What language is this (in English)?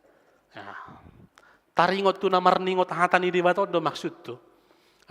Batak Toba